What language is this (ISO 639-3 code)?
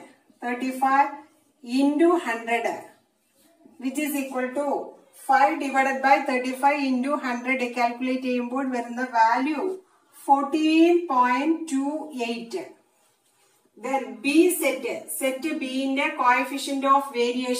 mal